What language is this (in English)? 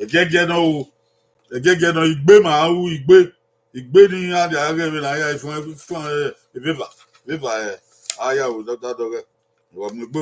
Bini